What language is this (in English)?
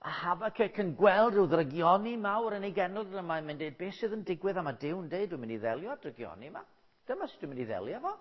Welsh